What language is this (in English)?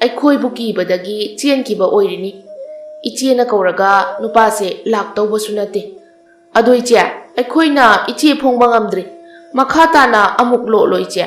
Manipuri